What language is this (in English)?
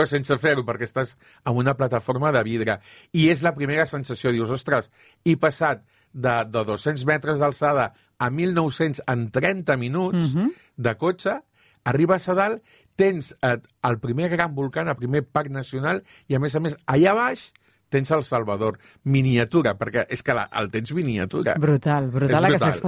Catalan